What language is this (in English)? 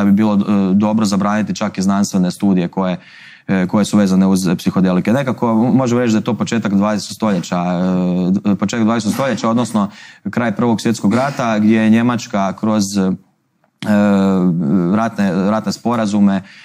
Croatian